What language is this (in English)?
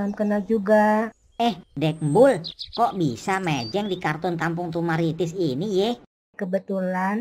Betawi